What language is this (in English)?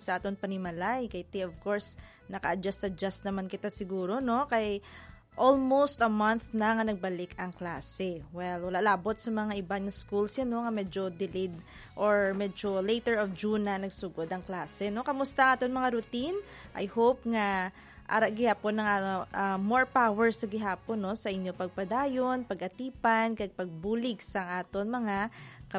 Hiligaynon